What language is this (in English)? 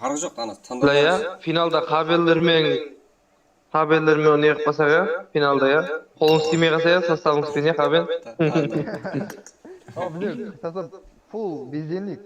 Kara-Kalpak